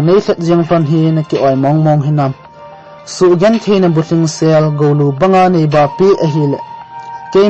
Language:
Thado Chin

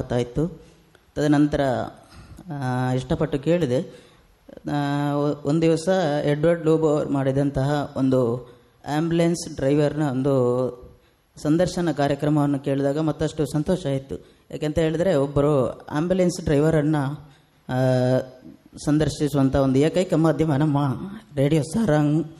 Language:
Kannada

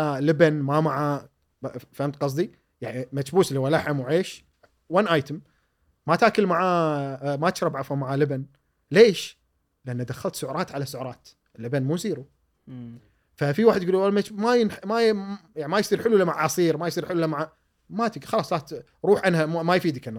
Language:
Gulf Arabic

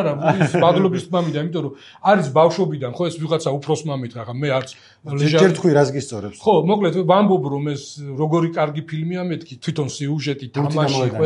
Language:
Georgian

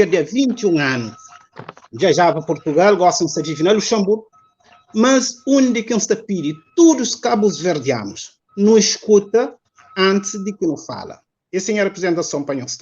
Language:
Kabuverdianu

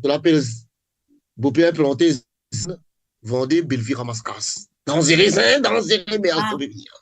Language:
Morisyen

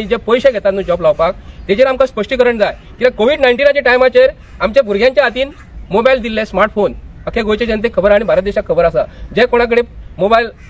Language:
Konkani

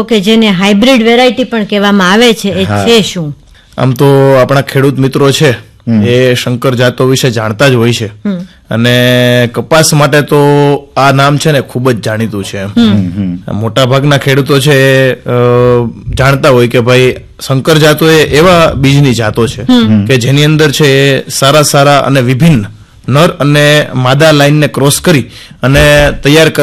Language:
Gujarati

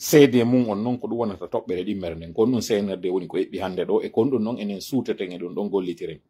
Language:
Pular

